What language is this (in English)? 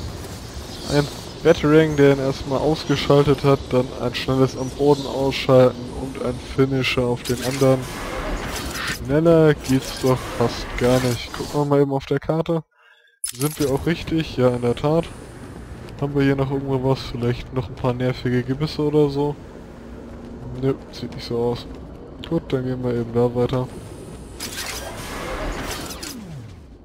German